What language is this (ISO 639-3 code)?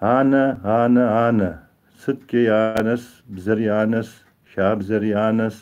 kbd